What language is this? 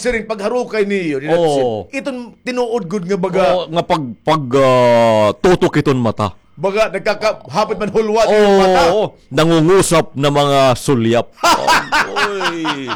Waray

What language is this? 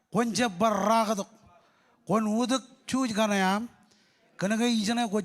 Marshallese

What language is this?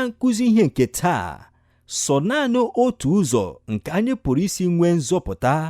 Igbo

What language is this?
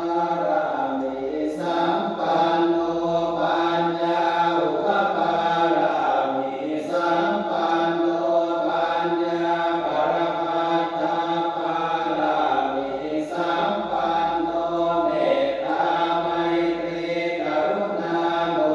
Pali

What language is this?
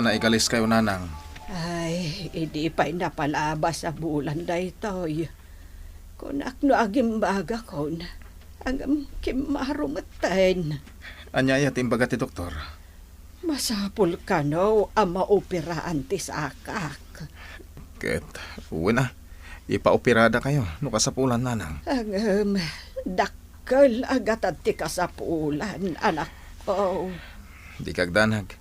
Iloko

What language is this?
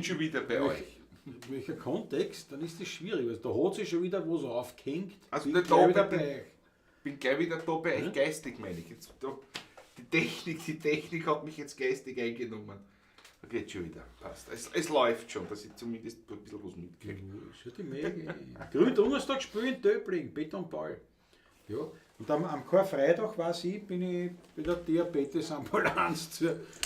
Bavarian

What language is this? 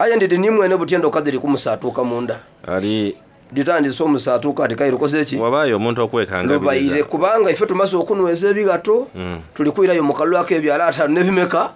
Soga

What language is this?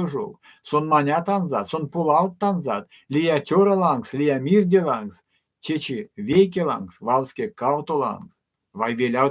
Erzya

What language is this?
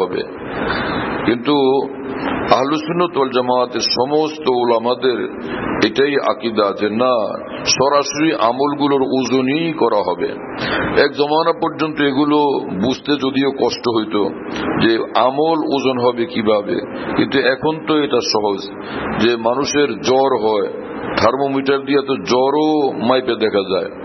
Bangla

